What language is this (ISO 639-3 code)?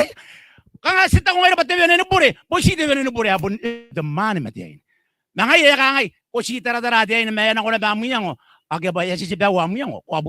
gil